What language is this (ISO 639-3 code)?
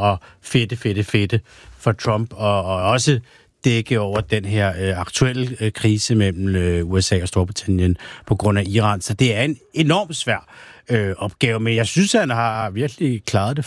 dan